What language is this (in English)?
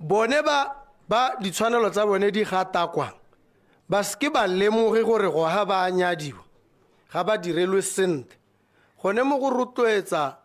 Tswana